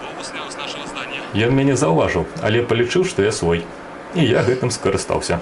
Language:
Belarusian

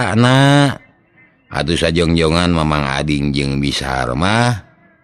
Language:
Sundanese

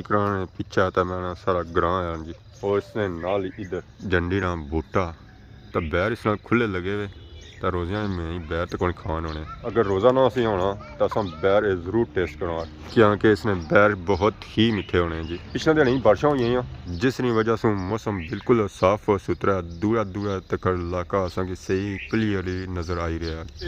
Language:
Pahari-Potwari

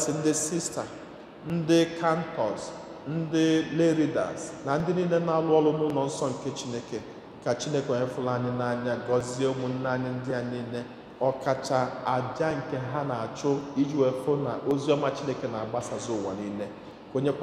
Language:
Igbo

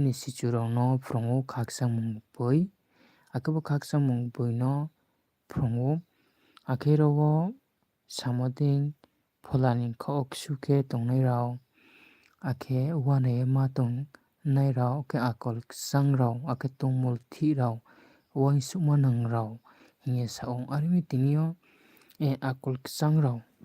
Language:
Riang (India)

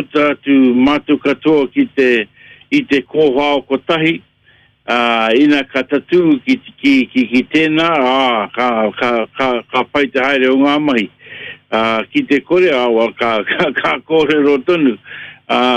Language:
Māori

